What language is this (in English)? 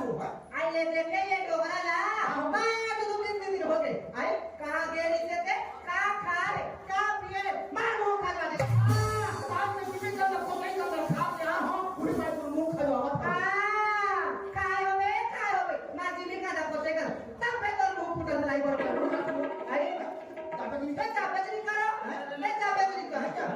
Chhattisgarhi